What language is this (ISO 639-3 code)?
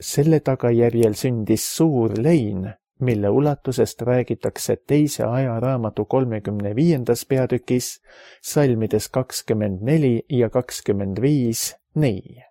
est